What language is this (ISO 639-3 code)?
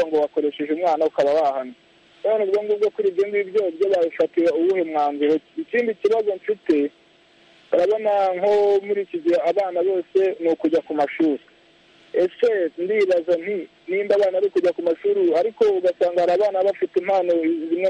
kin